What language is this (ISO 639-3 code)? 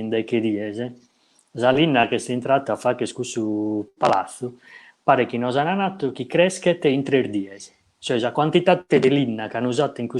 srd